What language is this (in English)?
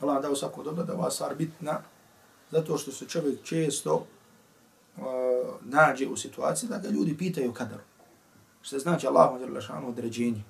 Bosnian